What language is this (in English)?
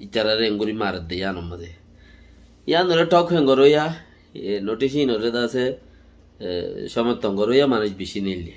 Rohingya